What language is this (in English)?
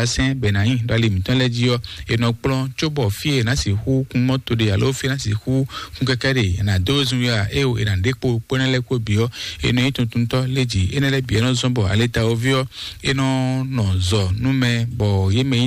Fon